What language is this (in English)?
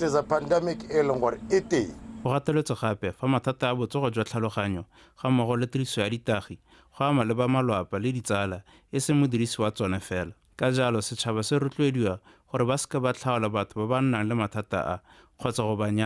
Tswana